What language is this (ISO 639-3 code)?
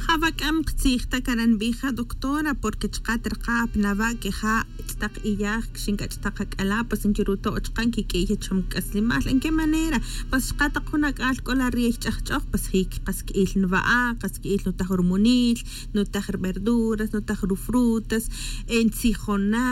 tzj